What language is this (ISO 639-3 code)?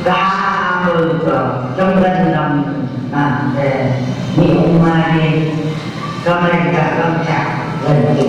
nph